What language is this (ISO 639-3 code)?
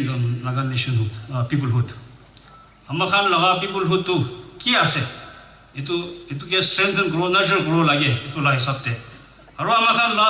nag